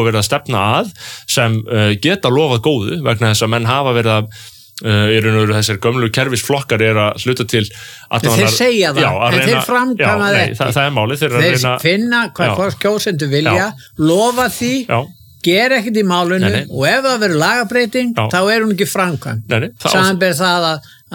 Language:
Icelandic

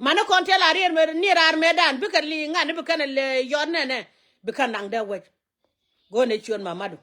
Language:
Nuer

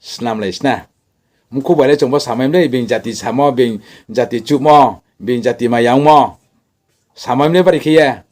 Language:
Riang (India)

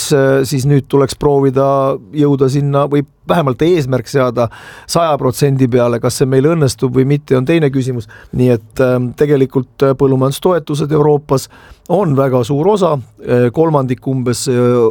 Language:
Estonian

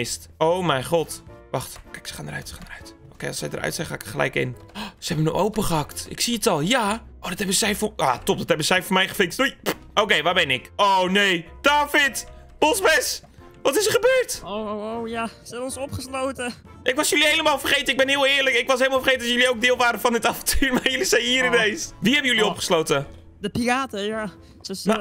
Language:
Dutch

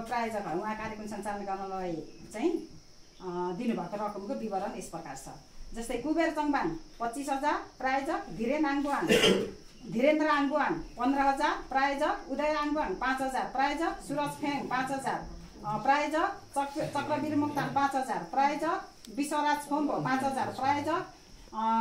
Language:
Nepali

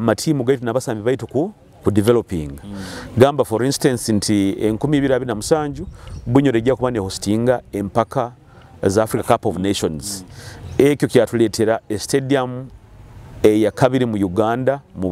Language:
Nyoro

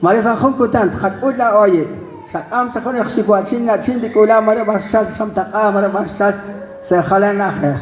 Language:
Kekchí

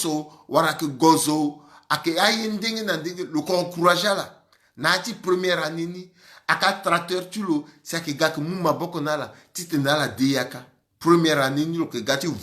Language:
Sango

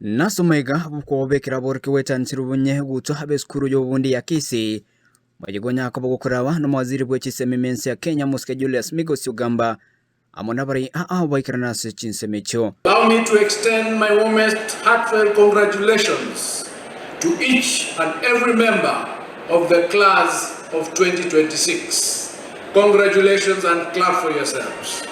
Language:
Gusii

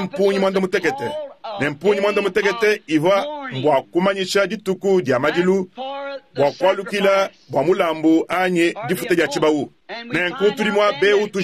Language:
Luba-Lulua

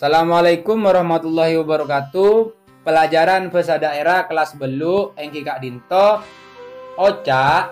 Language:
Madurese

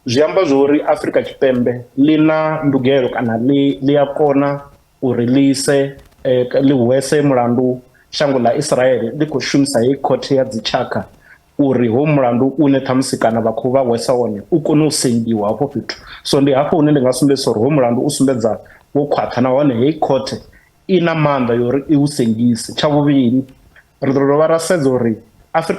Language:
Venda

